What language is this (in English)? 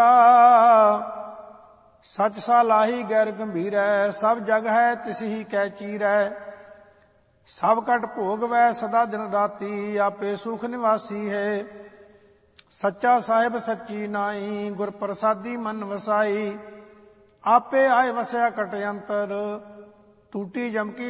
Punjabi